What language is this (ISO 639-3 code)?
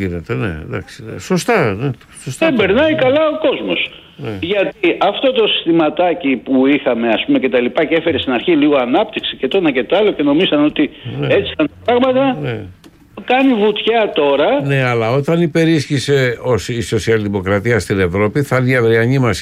ell